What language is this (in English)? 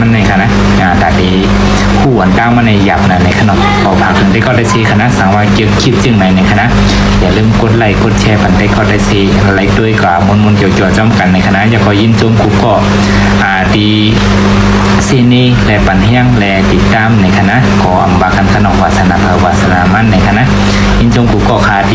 Shan